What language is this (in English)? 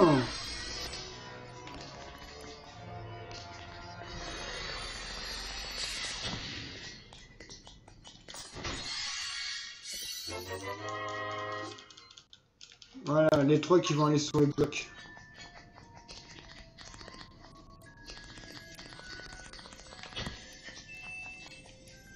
French